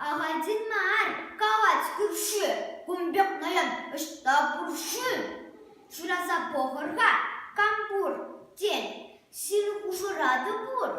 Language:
Chuvash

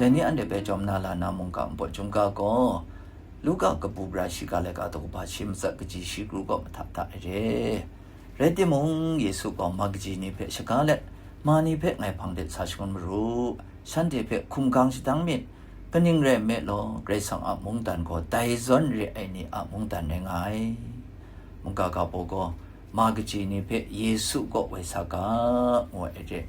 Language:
Kachin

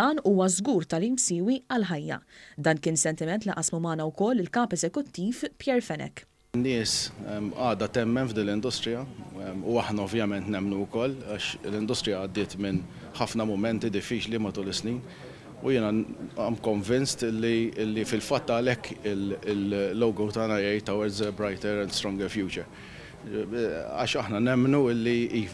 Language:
Maltese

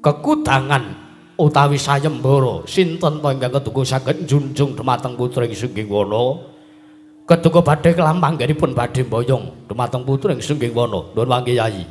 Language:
Javanese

